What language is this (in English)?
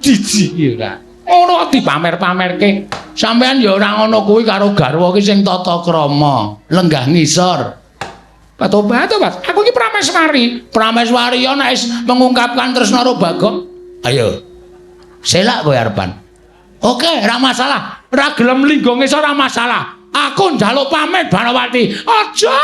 Javanese